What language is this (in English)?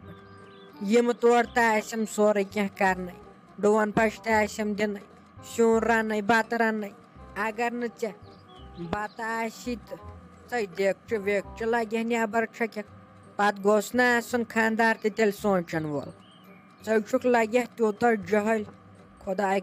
Kashmiri